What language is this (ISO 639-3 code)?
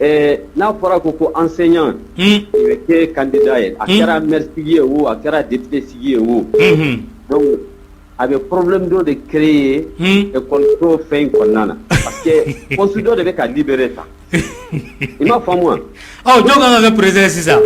bam